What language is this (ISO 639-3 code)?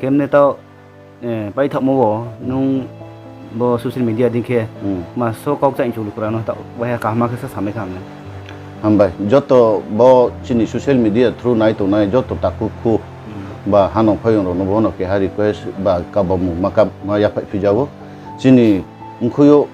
ria